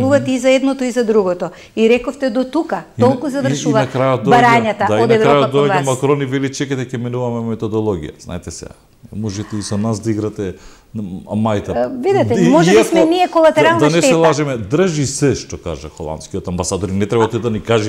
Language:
Macedonian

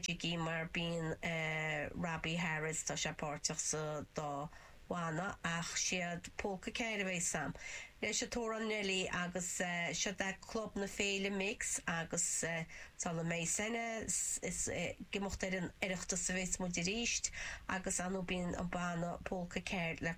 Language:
Irish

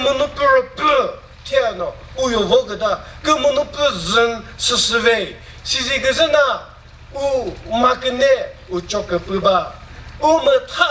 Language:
Chokri Naga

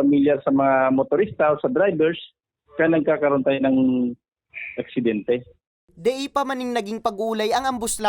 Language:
Bikol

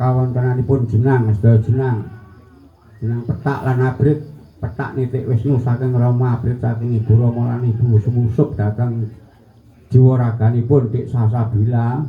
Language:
Javanese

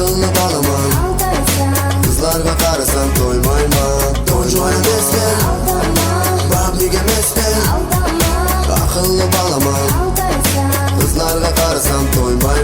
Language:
Kara-Kalpak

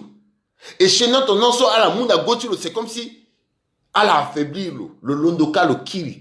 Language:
Sango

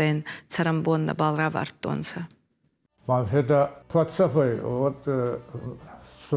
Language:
Ossetic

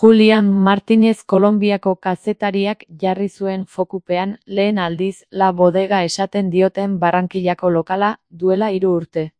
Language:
Basque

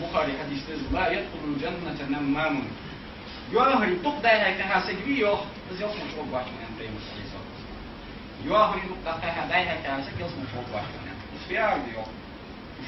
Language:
Ingush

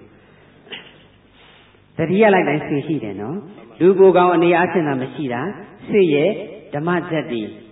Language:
Burmese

